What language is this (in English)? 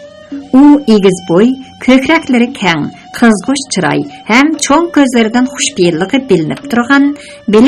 Uyghur